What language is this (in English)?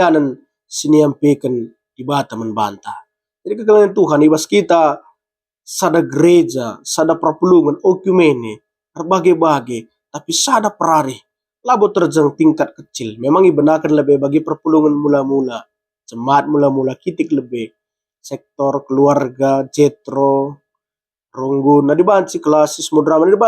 Batak Karo